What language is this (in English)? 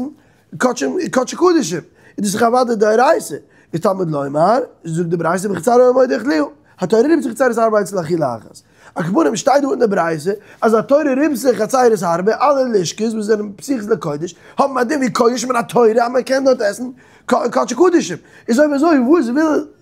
Yiddish